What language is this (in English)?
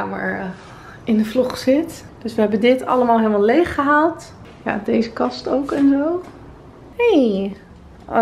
Dutch